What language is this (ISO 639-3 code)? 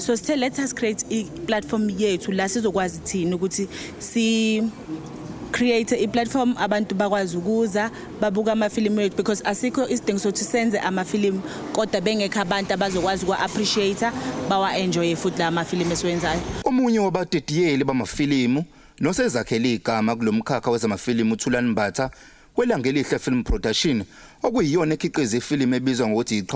zul